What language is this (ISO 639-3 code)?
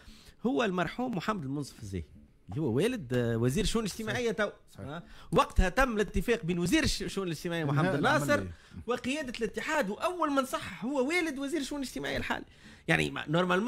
aeb